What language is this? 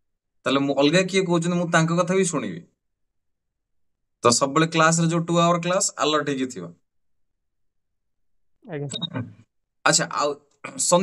Odia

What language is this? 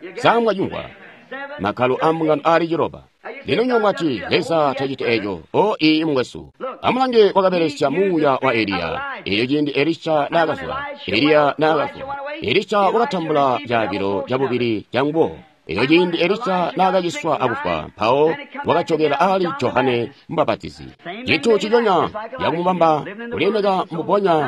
Tonga (Zambia)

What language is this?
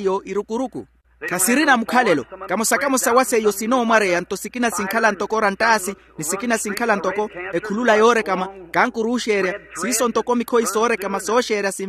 Makhuwa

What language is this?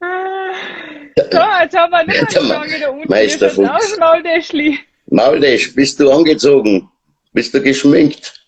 Bavarian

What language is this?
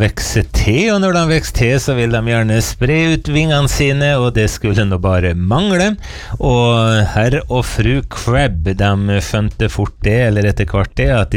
Norwegian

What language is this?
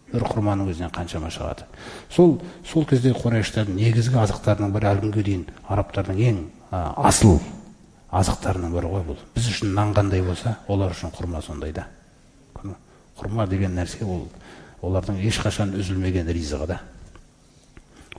Kazakh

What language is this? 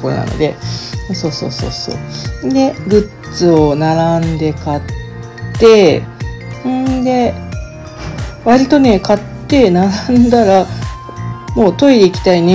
Japanese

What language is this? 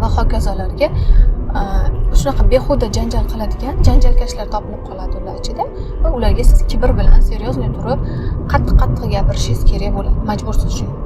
Uzbek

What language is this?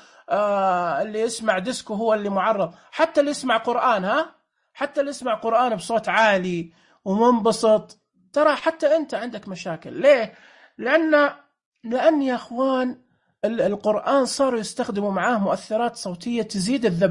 Najdi Arabic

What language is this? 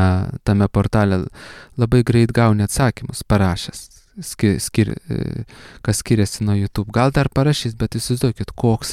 Lithuanian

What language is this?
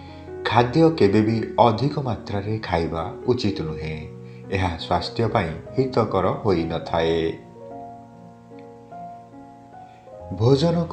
Odia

